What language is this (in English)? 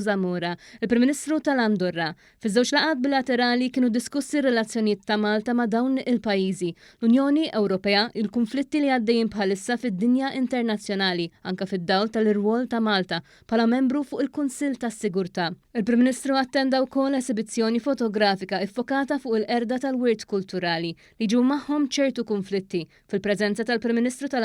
Maltese